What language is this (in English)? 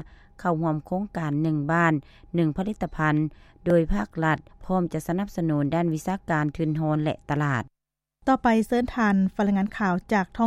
Lao